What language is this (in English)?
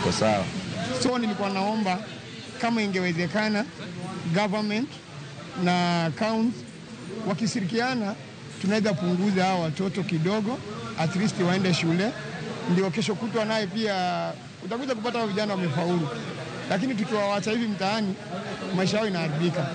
Luo (Kenya and Tanzania)